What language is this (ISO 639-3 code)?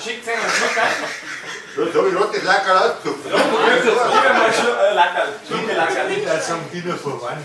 bar